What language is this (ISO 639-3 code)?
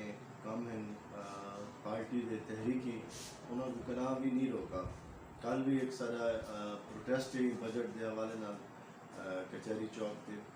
skr